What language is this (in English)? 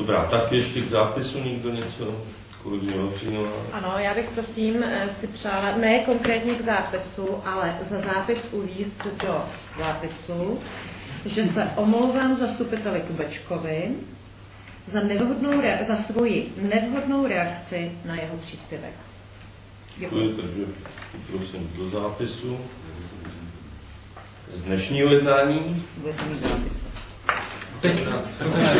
Czech